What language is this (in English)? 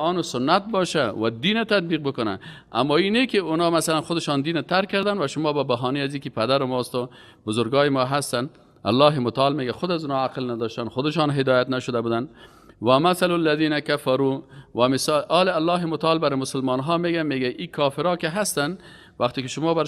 Persian